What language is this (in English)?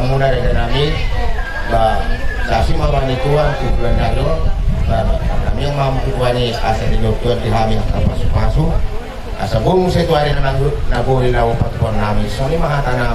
Batak Toba